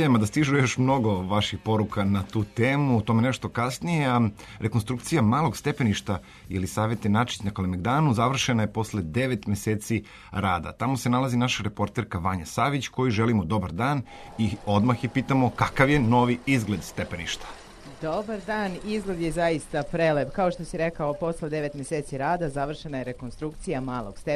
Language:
Serbian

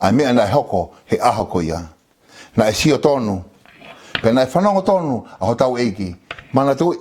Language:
Tongan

